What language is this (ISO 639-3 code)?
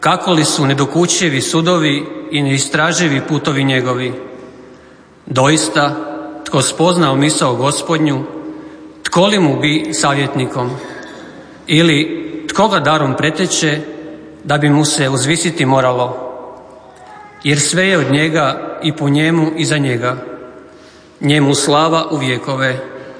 hrv